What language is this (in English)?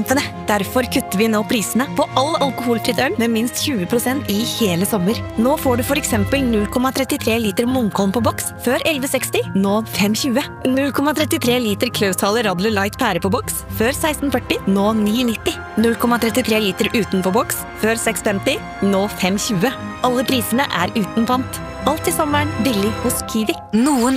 Norwegian